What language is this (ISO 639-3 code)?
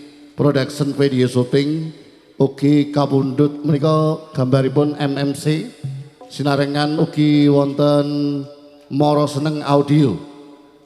jav